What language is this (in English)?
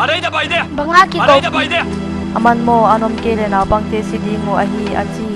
Paite Chin